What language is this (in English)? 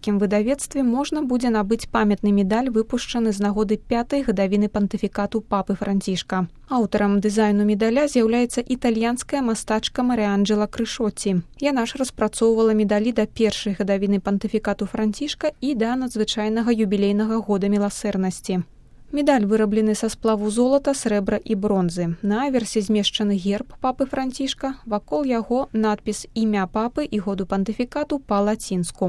Belarusian